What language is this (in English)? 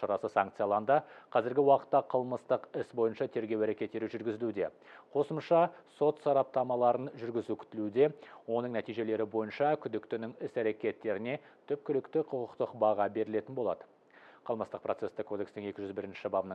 Kazakh